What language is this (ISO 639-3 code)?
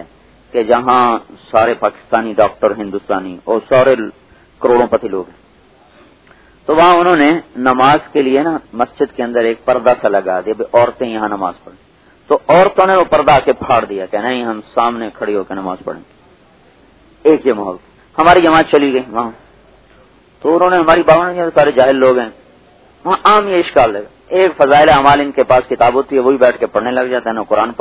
urd